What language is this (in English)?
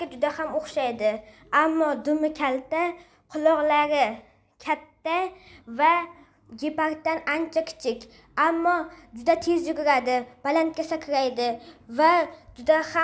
Uzbek